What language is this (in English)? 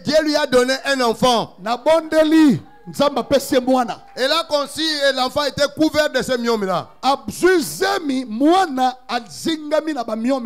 French